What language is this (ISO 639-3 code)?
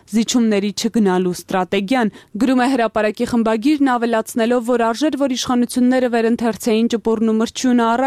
hye